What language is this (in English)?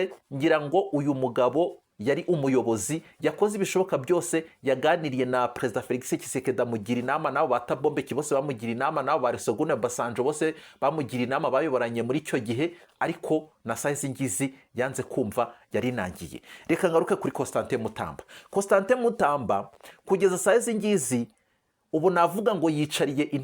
Kinyarwanda